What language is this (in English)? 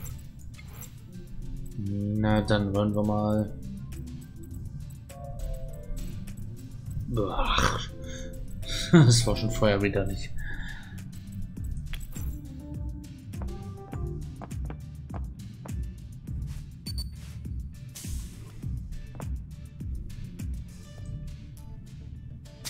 German